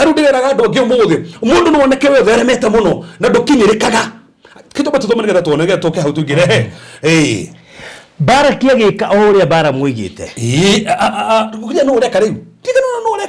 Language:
Kikuyu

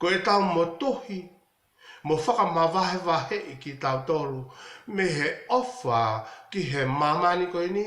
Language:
Tongan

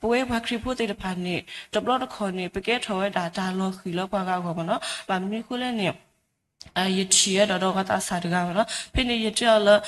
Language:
S'gaw Karen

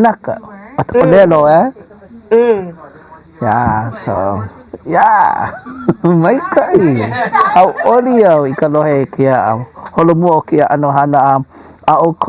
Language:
Hawaiian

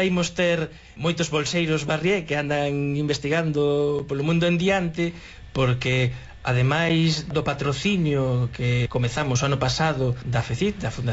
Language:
Galician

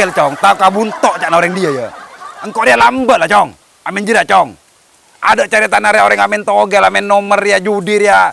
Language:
Madurese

